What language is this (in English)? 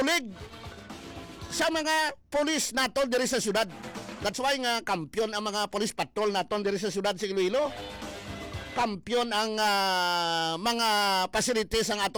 Hiligaynon